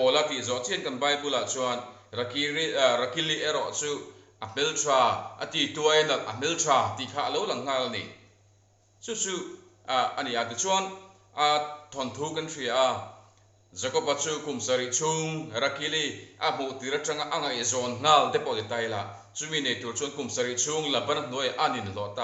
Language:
Mizo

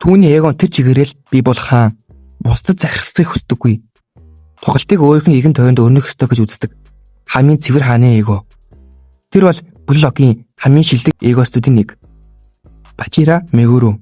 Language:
Mongolian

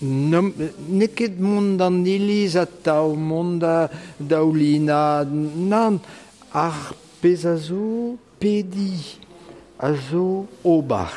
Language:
Breton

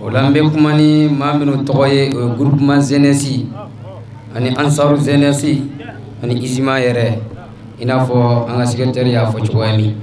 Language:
Bambara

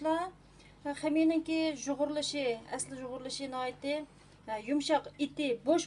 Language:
Uyghur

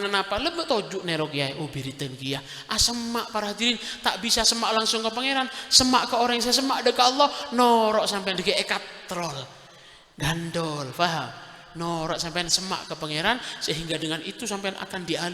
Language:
Madurese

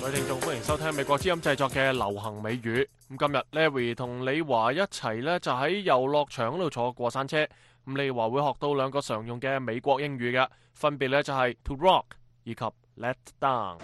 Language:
Cantonese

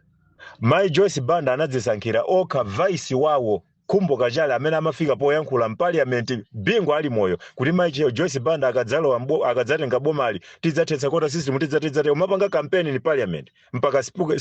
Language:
Nyanja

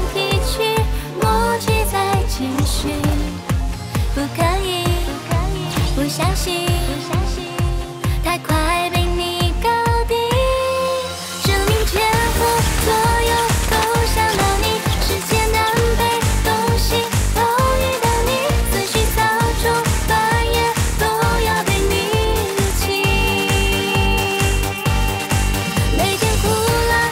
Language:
Chinese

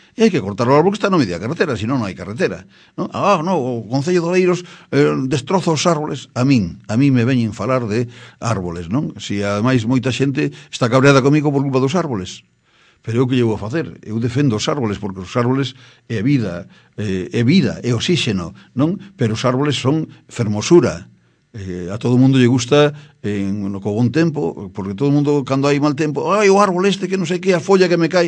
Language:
Galician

